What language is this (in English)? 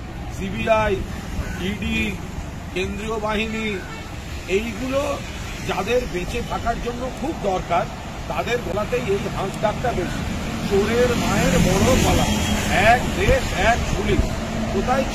Bangla